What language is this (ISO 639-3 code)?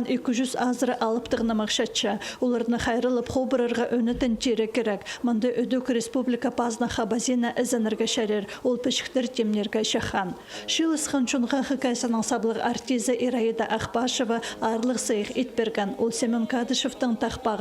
kjh